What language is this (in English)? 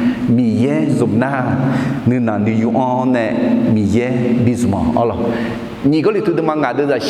Akha